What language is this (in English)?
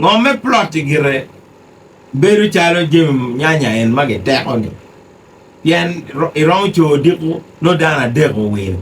Acoli